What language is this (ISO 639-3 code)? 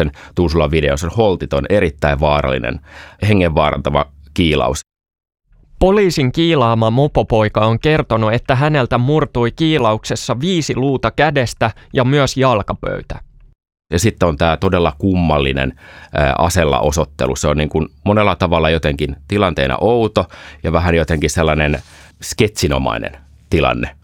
fin